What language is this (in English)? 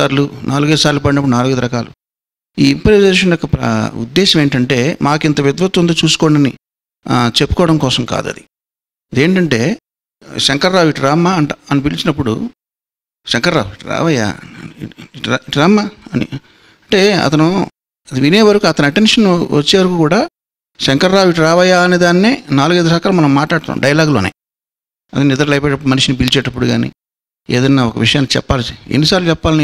Telugu